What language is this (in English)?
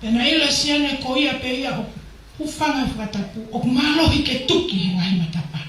Tongan